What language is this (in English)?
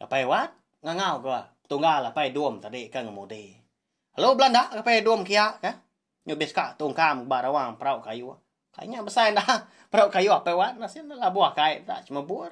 Iban